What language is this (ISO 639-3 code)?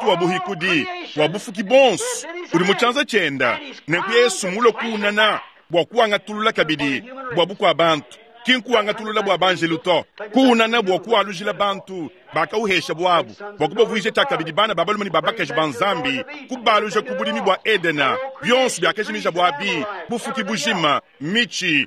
lua